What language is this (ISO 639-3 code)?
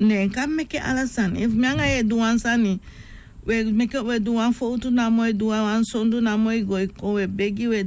srn